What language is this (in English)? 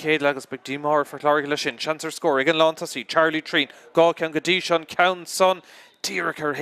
Irish